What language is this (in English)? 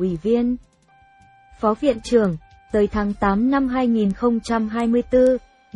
Vietnamese